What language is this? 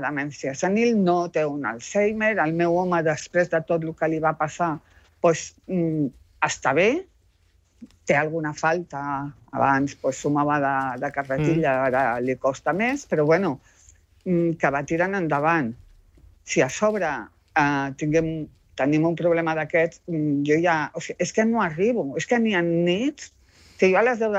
Catalan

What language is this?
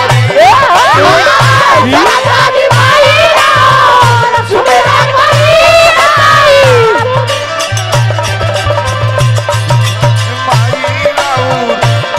Bhojpuri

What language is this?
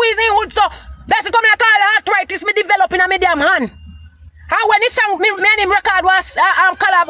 Jamaican Creole English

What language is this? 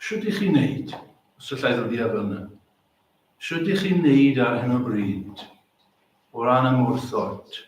Welsh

